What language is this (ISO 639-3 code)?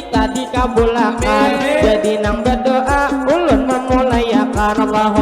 bjn